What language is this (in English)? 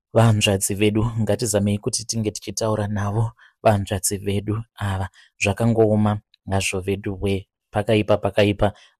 Shona